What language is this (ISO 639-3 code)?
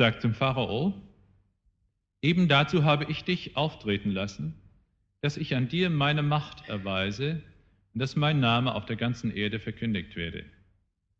deu